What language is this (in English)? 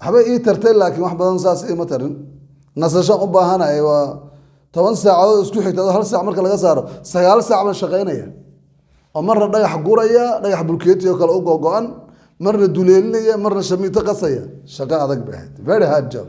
Somali